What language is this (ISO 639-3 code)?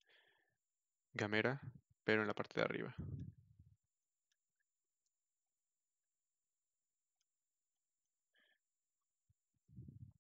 spa